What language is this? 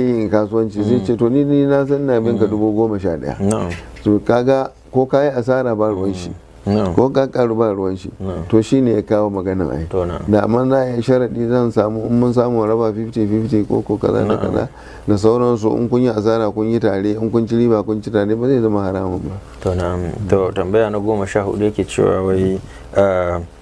Hausa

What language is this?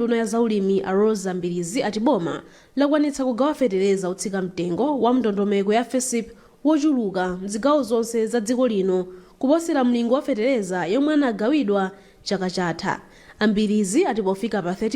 Nyanja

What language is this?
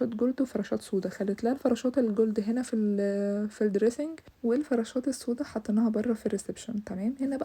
Egyptian Arabic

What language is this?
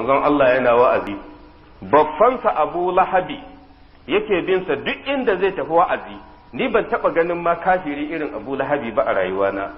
Hausa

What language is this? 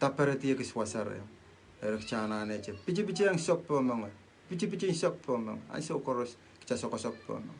Pohnpeian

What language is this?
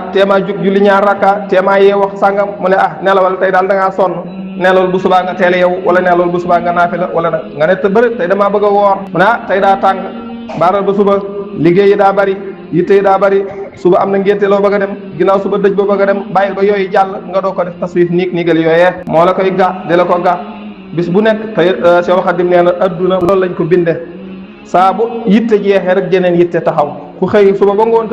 Wolof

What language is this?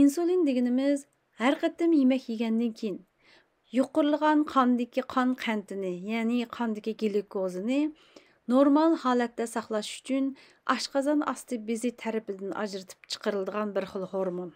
Uyghur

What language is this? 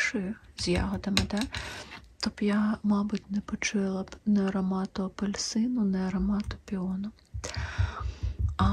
Ukrainian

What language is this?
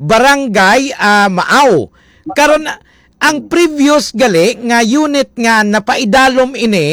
Hiligaynon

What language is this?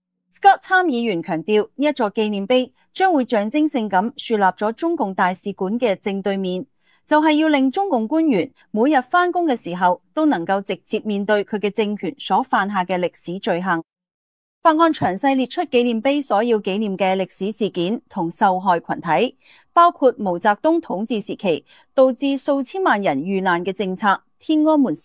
Cantonese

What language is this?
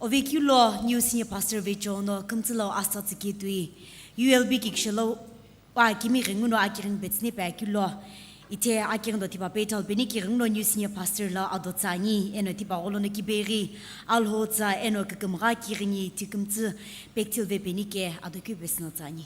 Sumi Naga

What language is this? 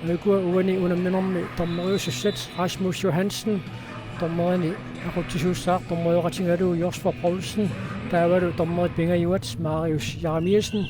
Kalaallisut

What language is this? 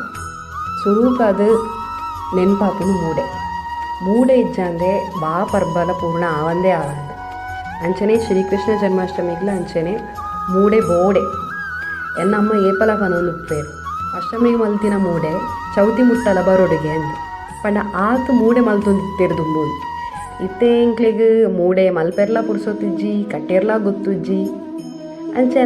Tulu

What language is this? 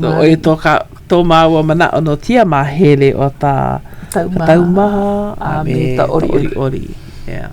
Hawaiian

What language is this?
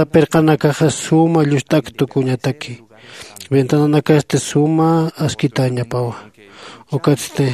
Aymara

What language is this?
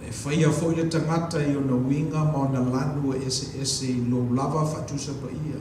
Samoan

